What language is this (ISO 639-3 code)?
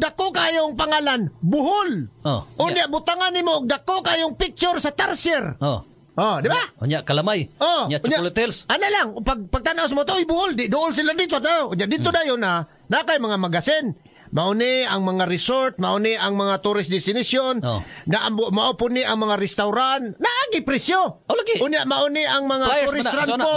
ceb